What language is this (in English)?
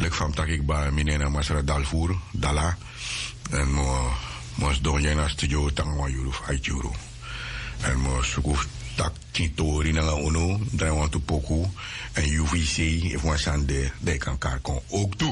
Sranan Tongo